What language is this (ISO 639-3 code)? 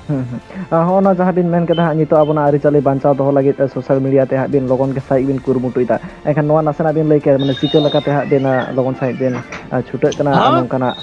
sat